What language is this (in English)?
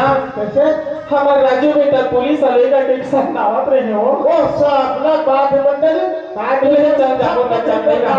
Chhattisgarhi